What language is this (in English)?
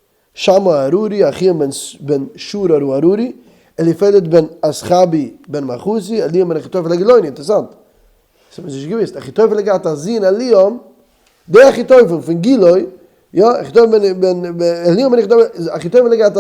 Yiddish